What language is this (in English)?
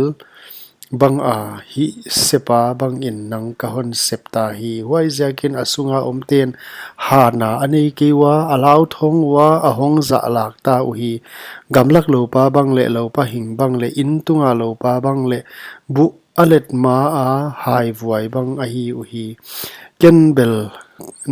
Paite Chin